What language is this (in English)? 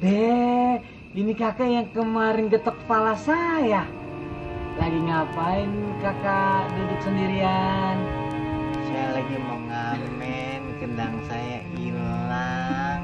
Betawi